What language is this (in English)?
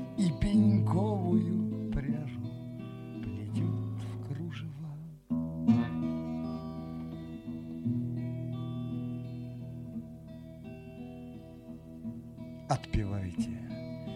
Russian